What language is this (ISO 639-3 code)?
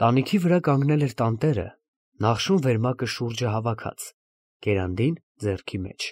hye